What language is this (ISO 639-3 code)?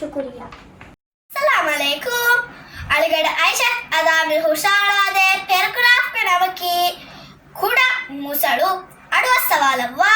div